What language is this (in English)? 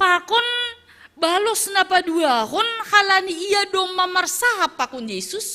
Batak Simalungun